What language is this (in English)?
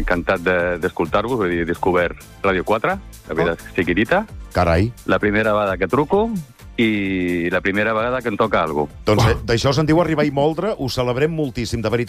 Catalan